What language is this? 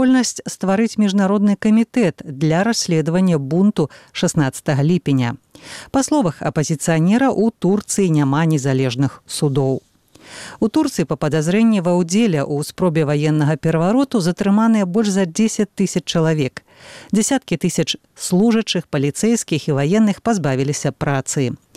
Belarusian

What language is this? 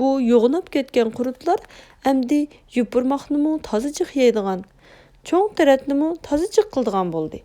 Uyghur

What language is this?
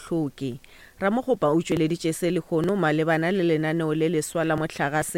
Northern Sotho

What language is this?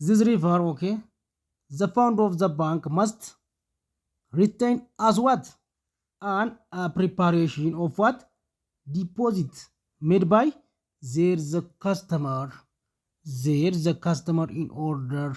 Oromo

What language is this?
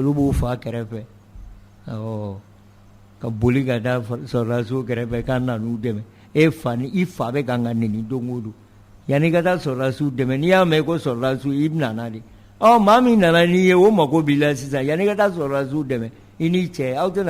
Bambara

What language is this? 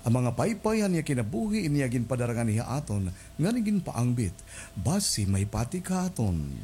Waray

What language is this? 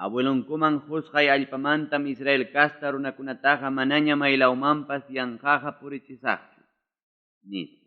Ayacucho Quechua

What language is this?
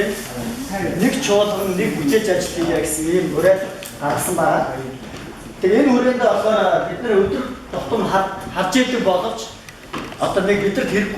Mongolian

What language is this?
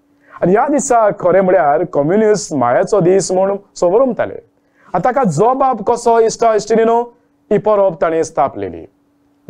Konkani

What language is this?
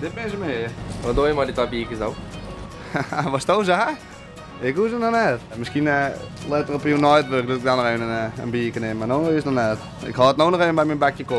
Western Frisian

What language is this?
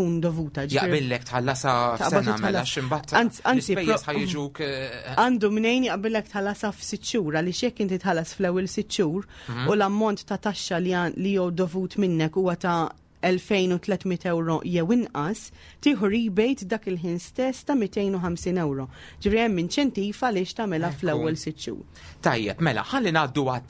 Maltese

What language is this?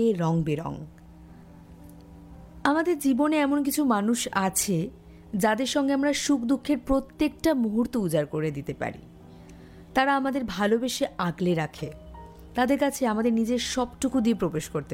Bangla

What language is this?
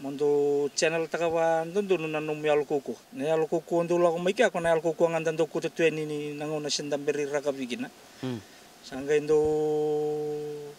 Fijian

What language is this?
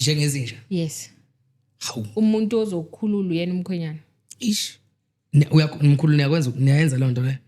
Zulu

